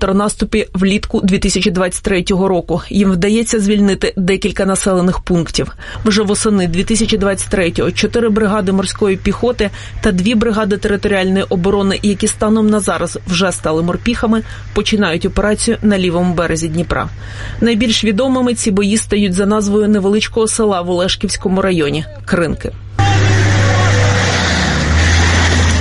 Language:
Ukrainian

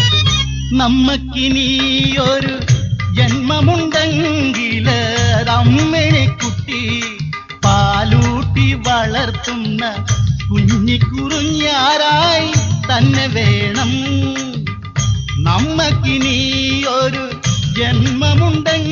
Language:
Malayalam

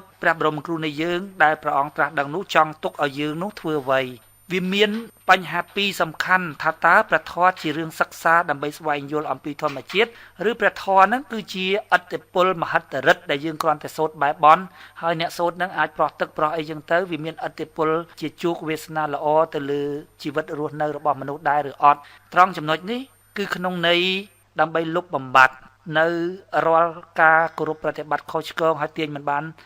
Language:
Khmer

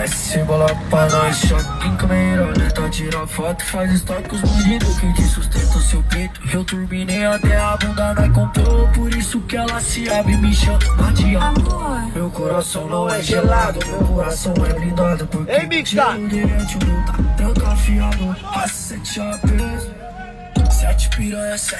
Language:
Portuguese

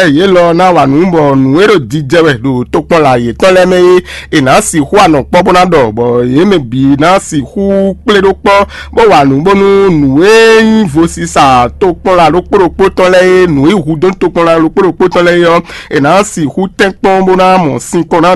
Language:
Fon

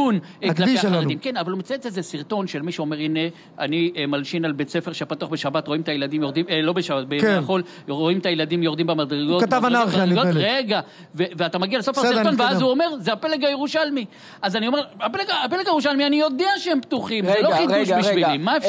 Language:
Hebrew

